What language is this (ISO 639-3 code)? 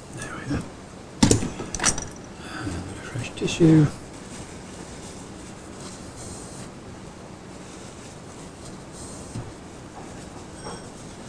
eng